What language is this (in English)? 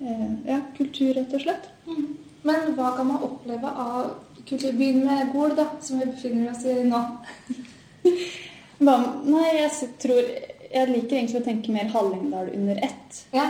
Norwegian